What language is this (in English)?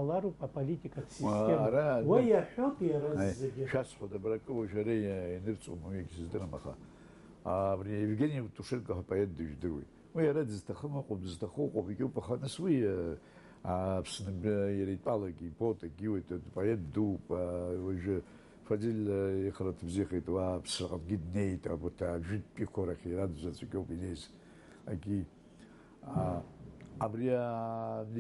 Abkhazian